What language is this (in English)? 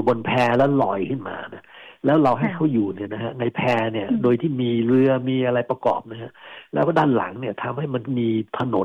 Thai